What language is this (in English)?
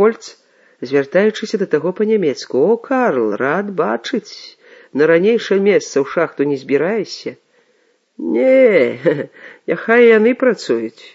Belarusian